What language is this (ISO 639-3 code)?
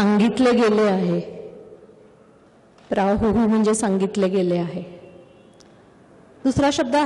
mar